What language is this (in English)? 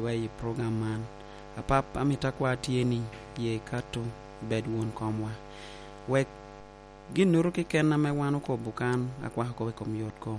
Lango (Uganda)